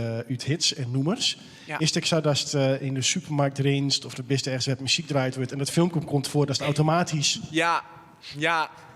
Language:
Western Frisian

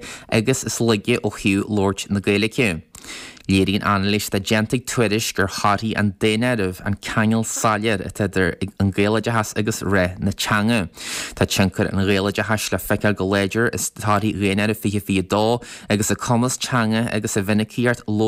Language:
Irish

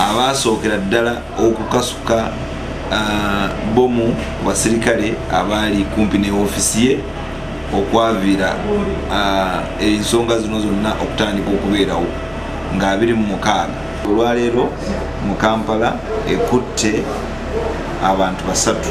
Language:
Ganda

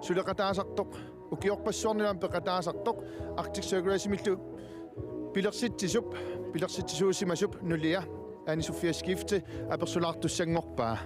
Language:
Kalaallisut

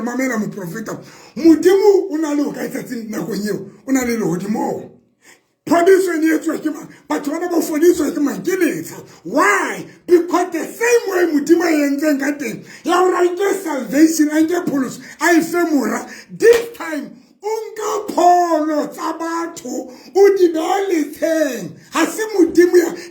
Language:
Southern Sotho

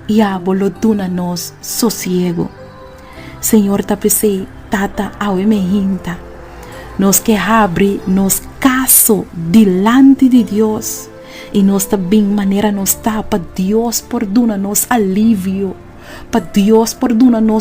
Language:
Papiamento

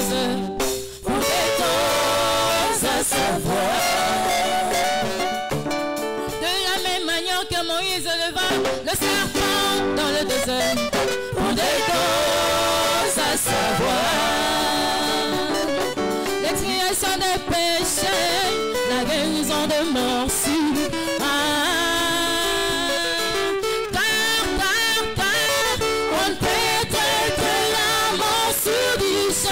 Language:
French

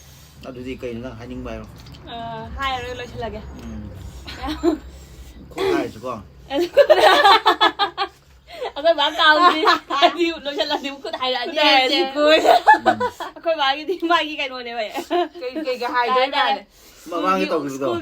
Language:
Manipuri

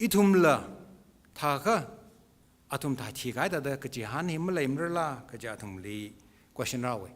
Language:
Tangkhul Naga (India)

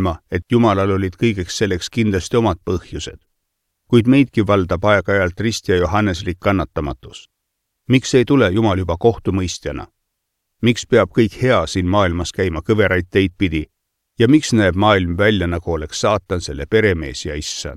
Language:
Estonian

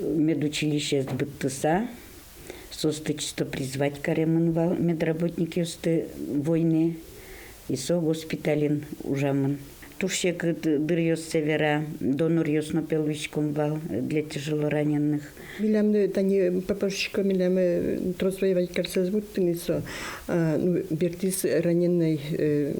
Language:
Udmurt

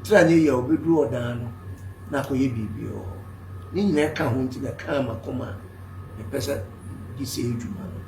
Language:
Akan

